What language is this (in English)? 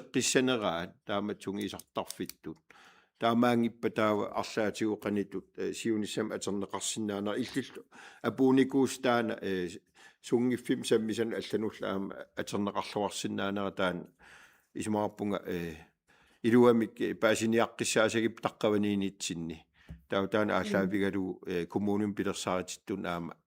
Kalaallisut